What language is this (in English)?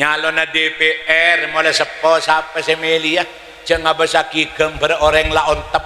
Madurese